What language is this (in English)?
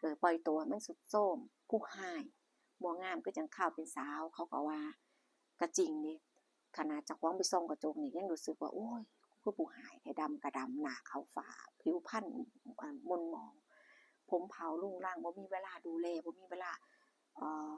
Northeastern Thai